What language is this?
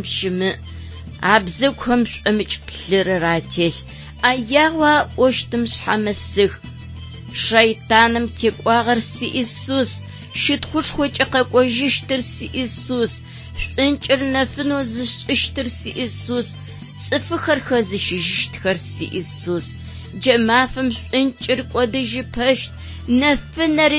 Adyghe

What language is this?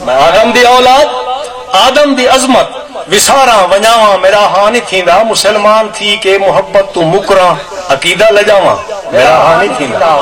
Saraiki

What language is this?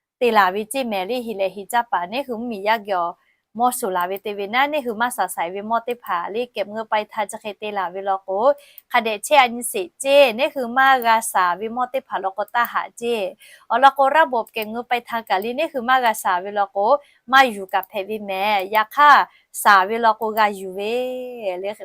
Lahu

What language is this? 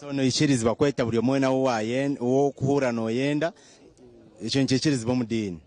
Nyankole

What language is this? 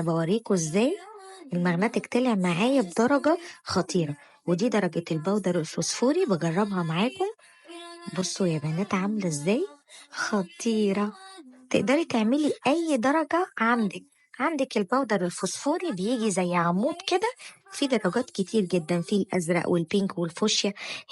Egyptian Arabic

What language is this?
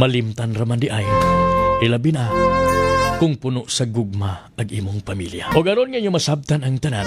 Cebuano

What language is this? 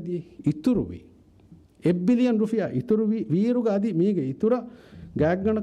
Divehi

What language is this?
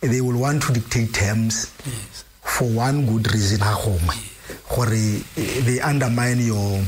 Tswana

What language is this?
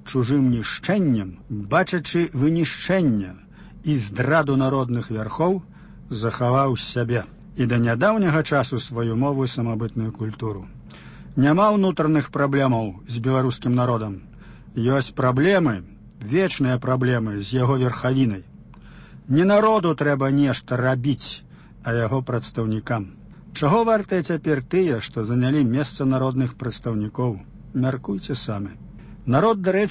Belarusian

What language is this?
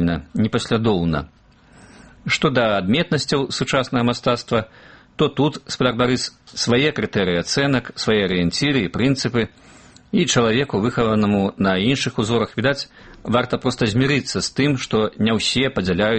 Belarusian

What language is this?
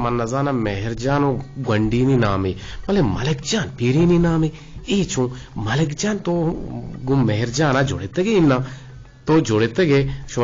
Eastern Balochi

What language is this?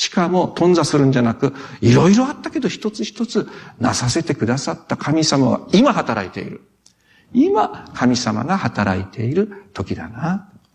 Japanese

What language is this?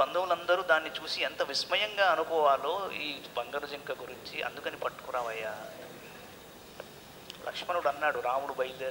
Telugu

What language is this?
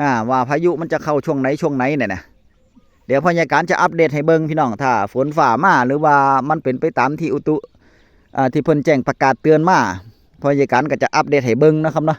Northeastern Thai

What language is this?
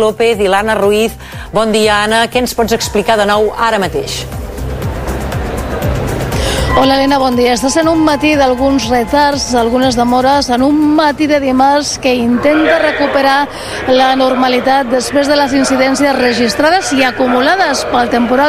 Catalan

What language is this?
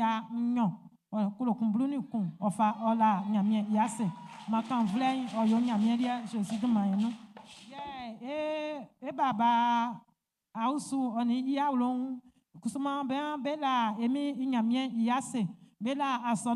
Baoulé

